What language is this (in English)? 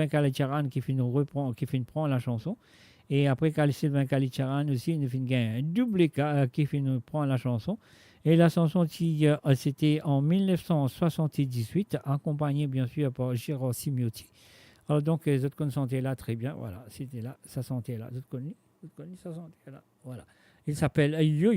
Morisyen